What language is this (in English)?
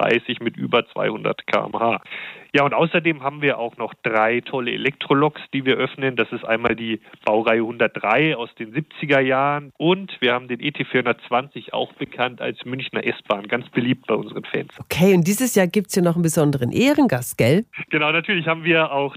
German